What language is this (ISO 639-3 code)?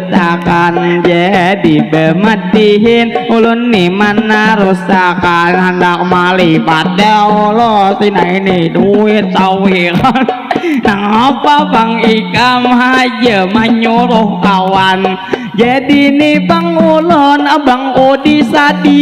bjn